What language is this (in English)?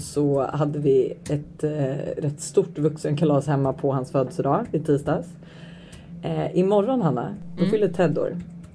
Swedish